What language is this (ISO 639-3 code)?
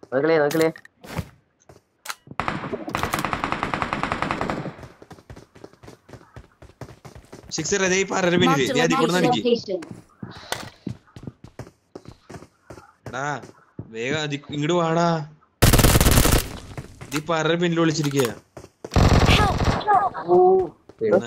mal